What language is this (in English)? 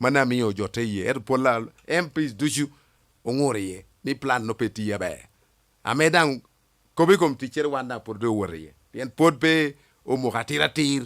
Lango (Uganda)